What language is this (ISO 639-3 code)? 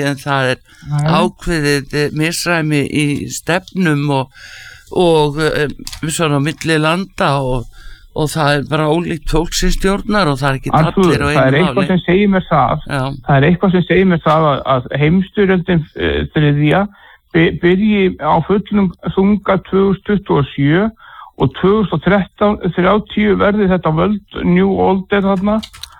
isl